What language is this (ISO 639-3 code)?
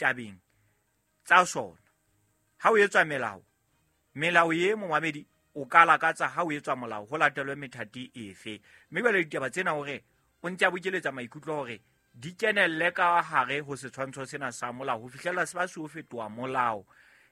sot